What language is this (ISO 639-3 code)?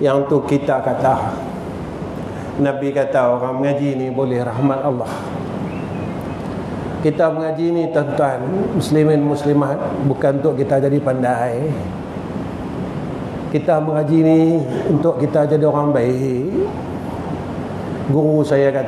msa